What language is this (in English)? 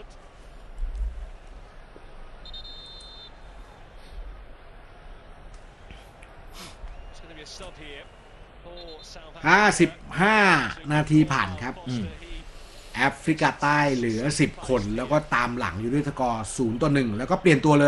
Thai